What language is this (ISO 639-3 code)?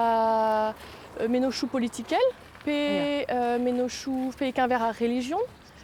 bre